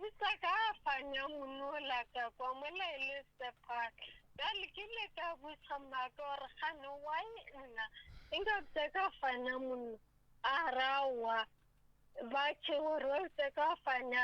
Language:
Northern Sotho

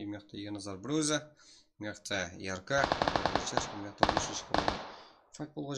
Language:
Kara-Kalpak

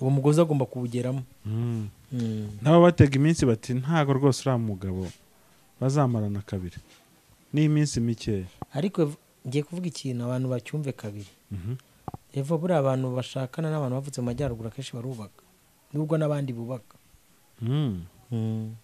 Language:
Kinyarwanda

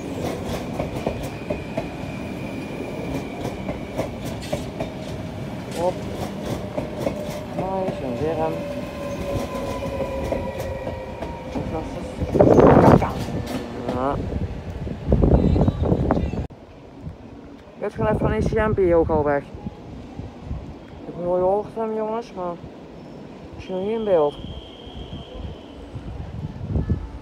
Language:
Dutch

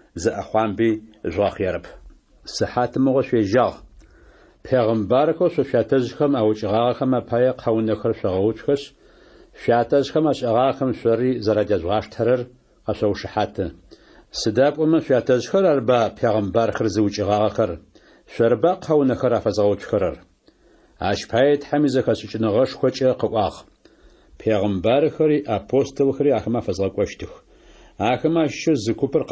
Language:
Adyghe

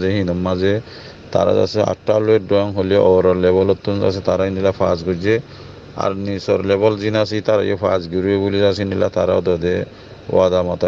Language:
Rohingya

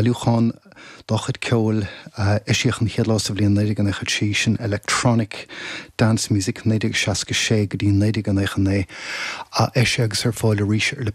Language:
Irish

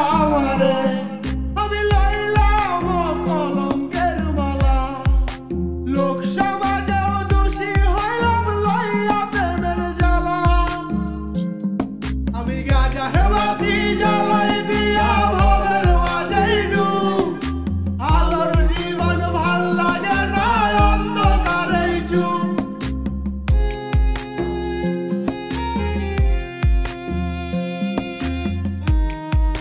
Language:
Bangla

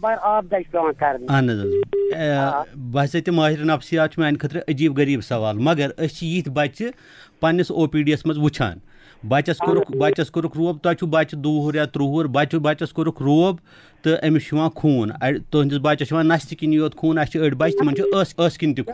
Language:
Kashmiri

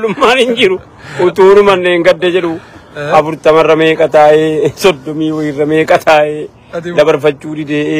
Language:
Oromo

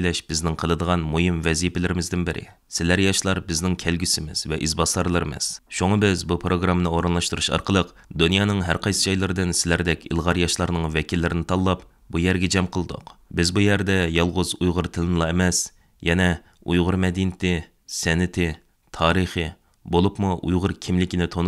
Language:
Uyghur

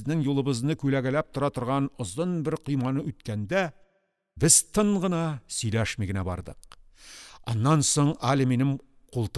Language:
Tatar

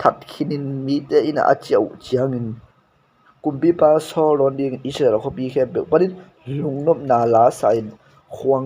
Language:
Tedim Chin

